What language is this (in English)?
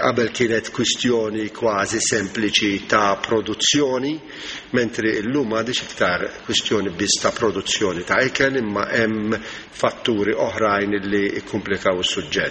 Maltese